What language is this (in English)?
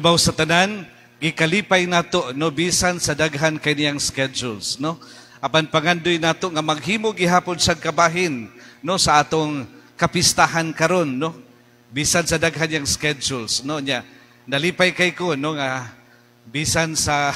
Cebuano